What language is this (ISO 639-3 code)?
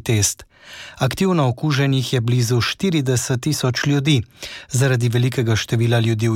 slv